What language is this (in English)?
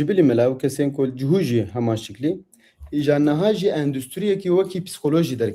Kurdish